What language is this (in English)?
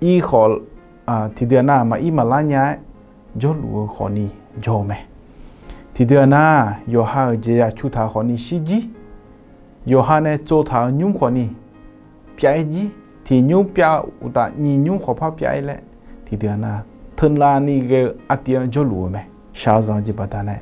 Akha